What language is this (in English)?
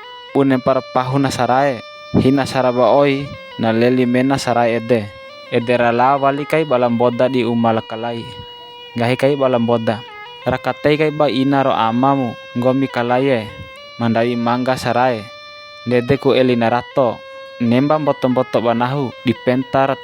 Bima